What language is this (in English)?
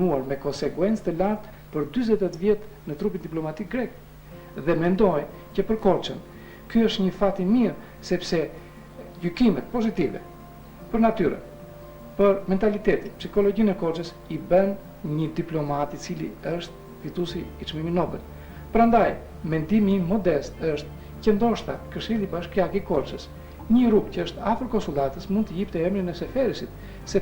Albanian